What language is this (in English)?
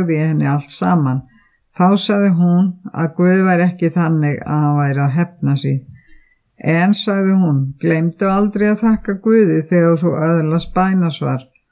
Icelandic